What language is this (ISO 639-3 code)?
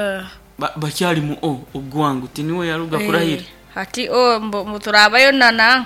nyo